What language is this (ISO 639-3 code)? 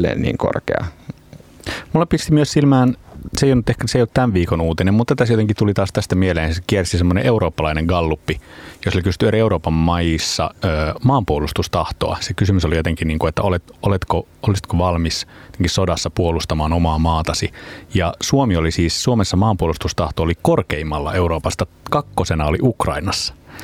fin